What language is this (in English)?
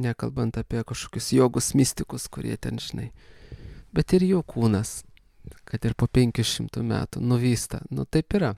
Lithuanian